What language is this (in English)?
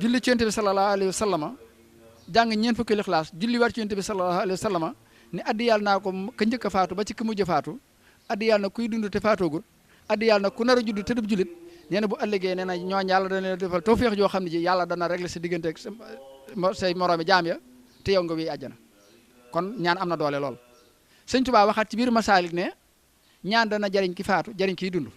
Wolof